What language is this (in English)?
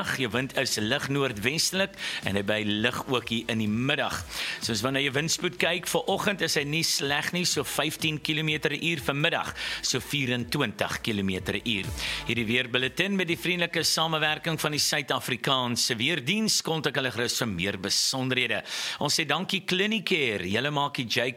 Afrikaans